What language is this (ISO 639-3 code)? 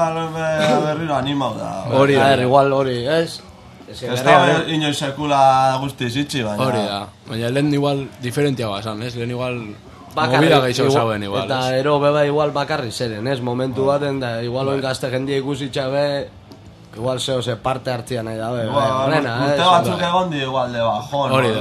eus